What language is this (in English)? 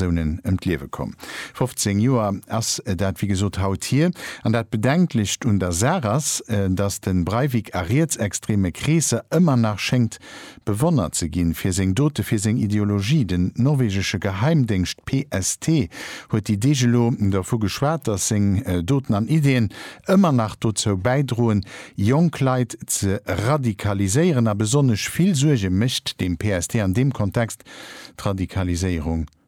Luxembourgish